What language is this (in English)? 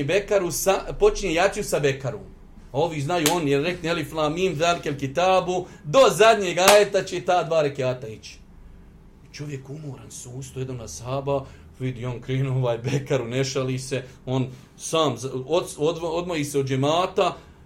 Bosnian